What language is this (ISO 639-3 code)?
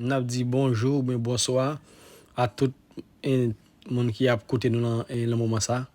hat